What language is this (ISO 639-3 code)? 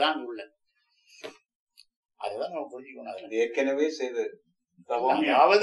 tam